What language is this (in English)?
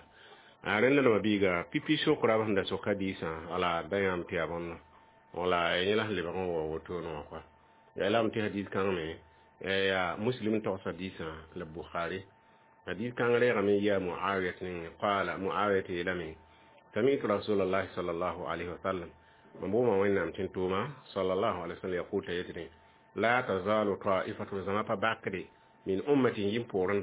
Mossi